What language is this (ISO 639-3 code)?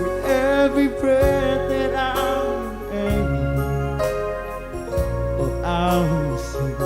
bts